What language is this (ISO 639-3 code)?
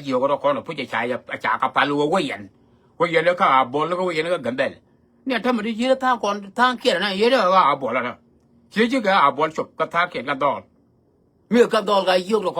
nus